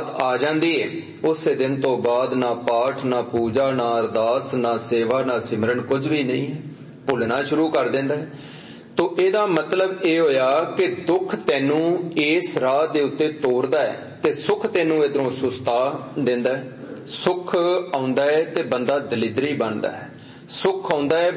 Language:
Punjabi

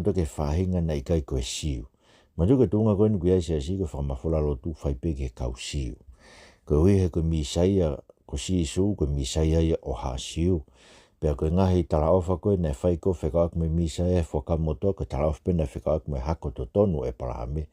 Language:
Tongan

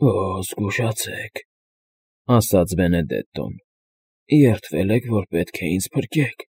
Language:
Armenian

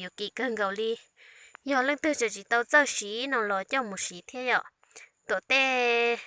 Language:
Hmong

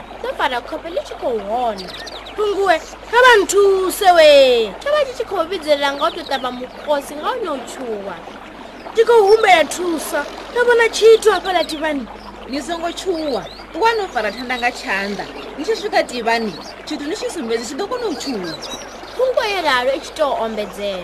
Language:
Venda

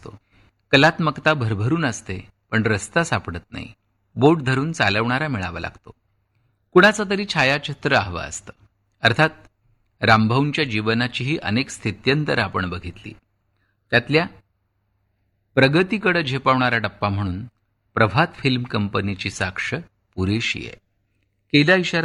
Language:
Marathi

